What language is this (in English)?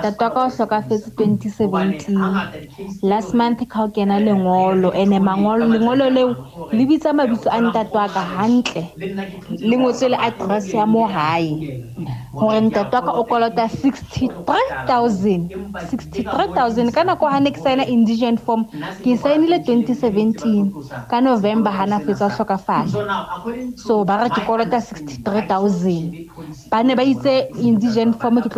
Southern Sotho